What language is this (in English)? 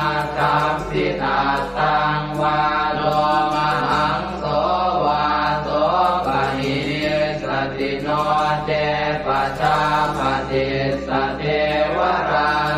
Pali